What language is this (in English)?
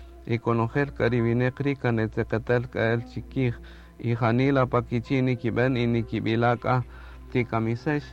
Kaqchikel